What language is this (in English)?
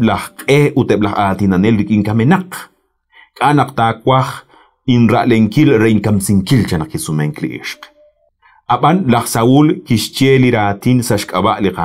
Kekchí